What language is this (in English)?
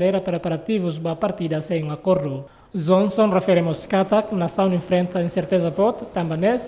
Tetum